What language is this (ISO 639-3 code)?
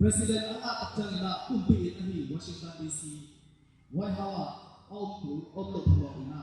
ctd